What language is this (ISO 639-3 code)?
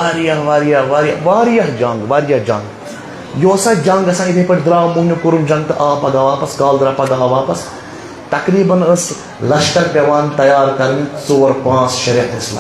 kas